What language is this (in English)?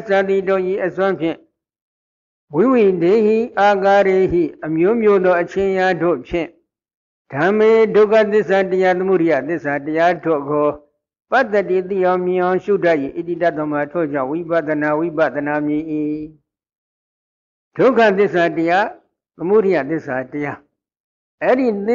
Burmese